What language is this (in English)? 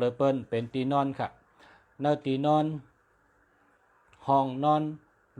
Shan